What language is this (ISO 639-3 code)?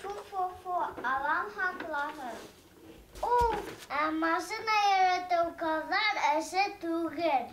bak